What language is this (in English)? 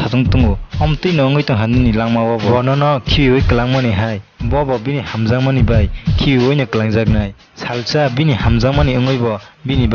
Kok Borok